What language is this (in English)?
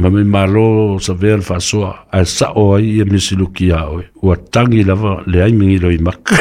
Samoan